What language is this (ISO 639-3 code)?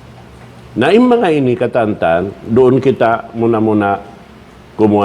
tsg